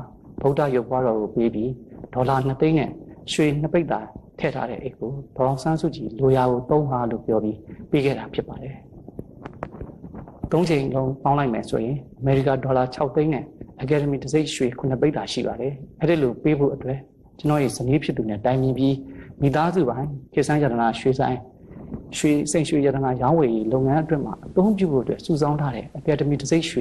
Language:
Burmese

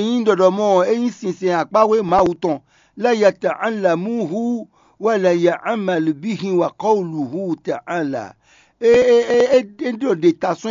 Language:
Fon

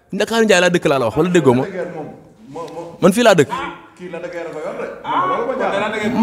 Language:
Wolof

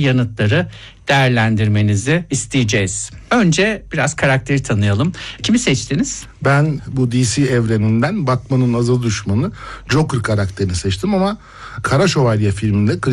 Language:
Turkish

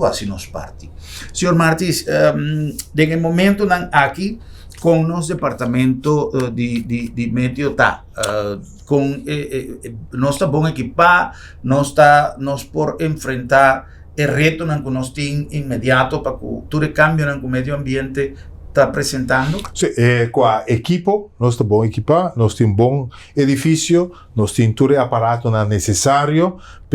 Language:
Papiamento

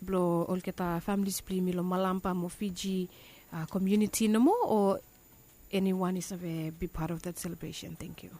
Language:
Bislama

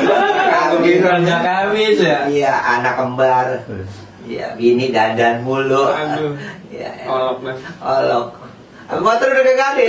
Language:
Betawi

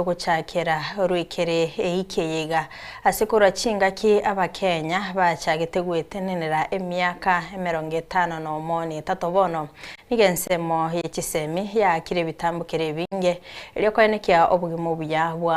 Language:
Gusii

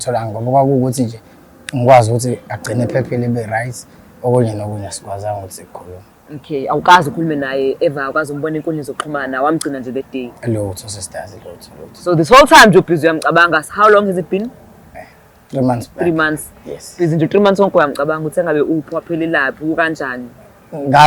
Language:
Zulu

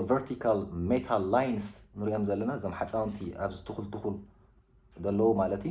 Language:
Tigrinya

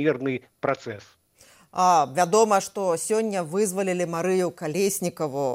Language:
Belarusian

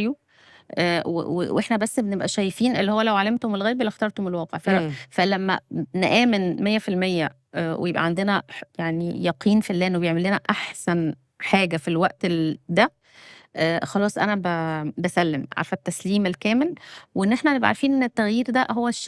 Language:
Egyptian Arabic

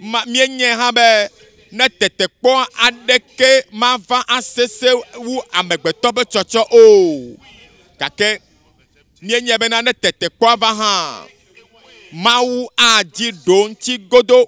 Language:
Ewe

